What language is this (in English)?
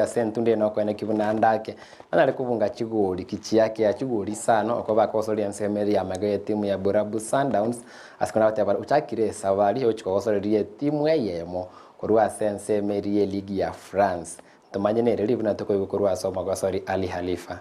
Gusii